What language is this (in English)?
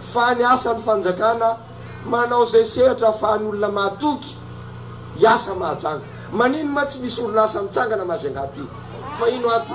Malagasy